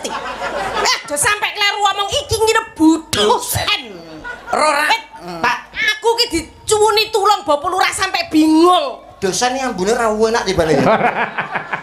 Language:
Javanese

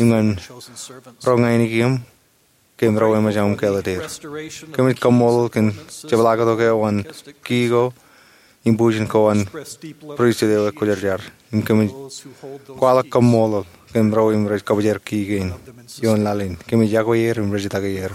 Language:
Marshallese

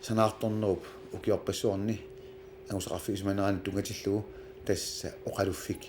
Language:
Kalaallisut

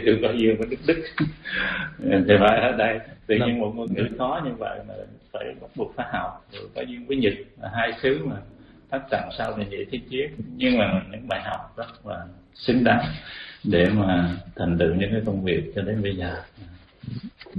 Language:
Vietnamese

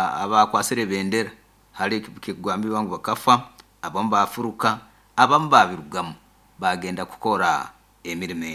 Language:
Nyoro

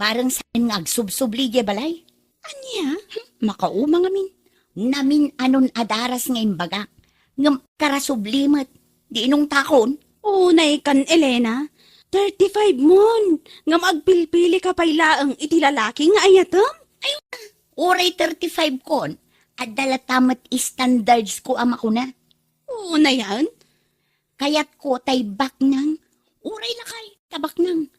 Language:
Iloko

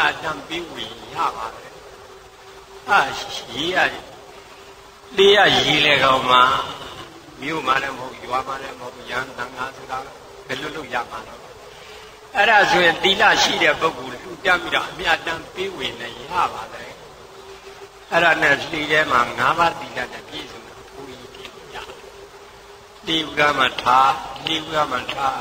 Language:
Burmese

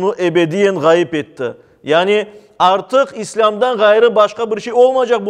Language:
Crimean Tatar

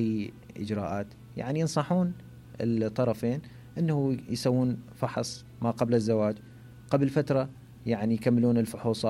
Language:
Mesopotamian Arabic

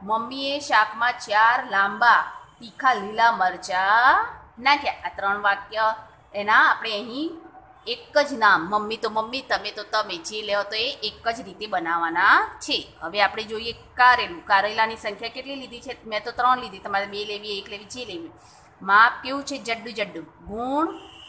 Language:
Gujarati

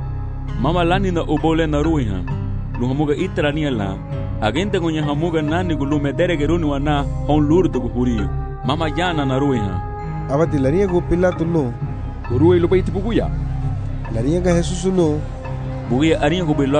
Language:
Garifuna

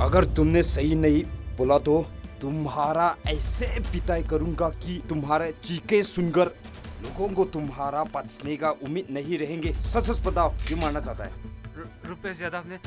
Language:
Tangkhul Naga (India)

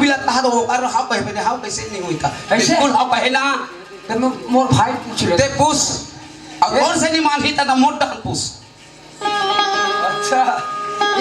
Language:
Chhattisgarhi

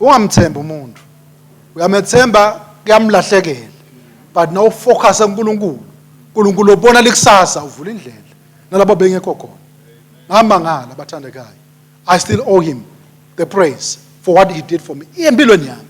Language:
Swati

